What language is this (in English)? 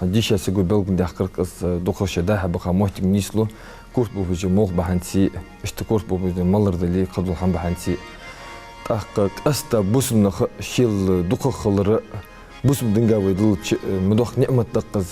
Ingush